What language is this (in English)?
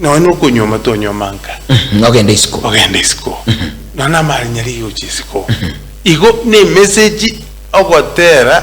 Gusii